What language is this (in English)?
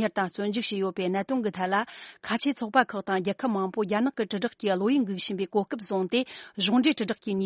Tibetan